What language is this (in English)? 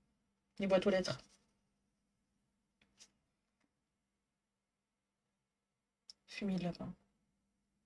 French